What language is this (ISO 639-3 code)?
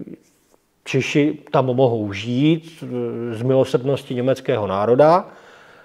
ces